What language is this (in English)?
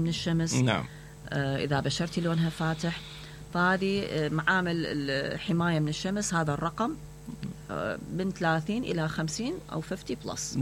Mesopotamian Arabic